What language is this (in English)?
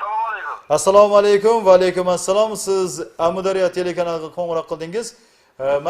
Kara-Kalpak